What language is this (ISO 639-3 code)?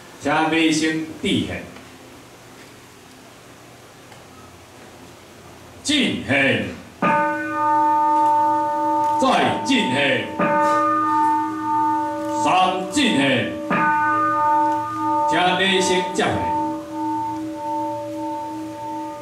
zho